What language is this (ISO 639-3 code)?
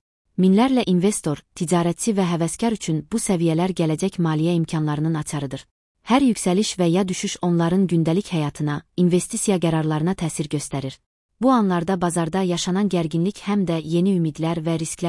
aze